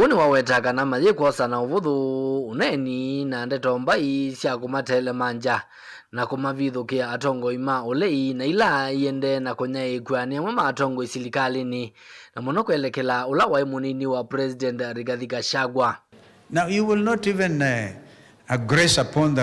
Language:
Kamba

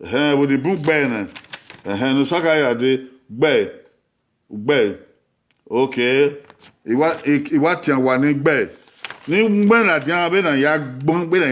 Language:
Bini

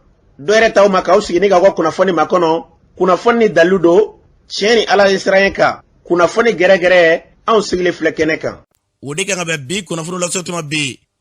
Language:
Bambara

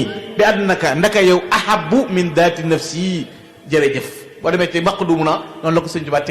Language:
Wolof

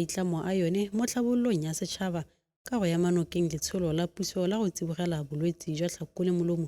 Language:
Tswana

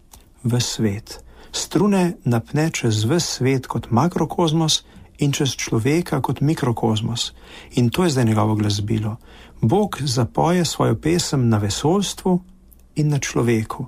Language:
Slovenian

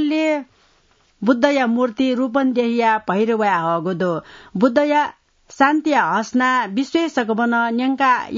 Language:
Newari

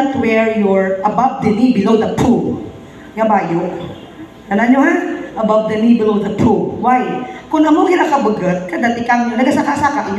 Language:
Hiligaynon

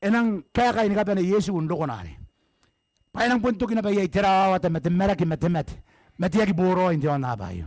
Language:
Gilbertese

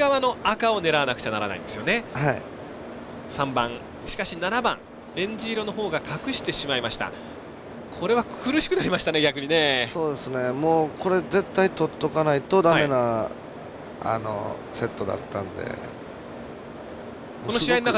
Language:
Japanese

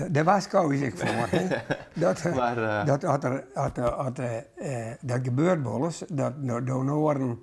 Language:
Western Frisian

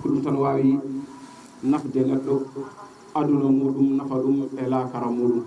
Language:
Fula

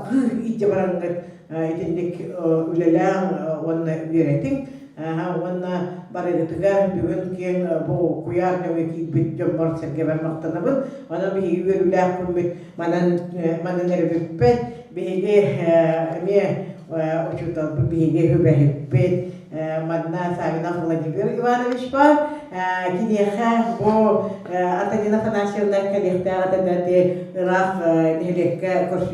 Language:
Yakut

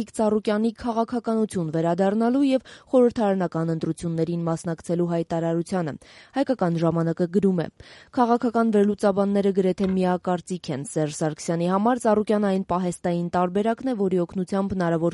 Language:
Armenian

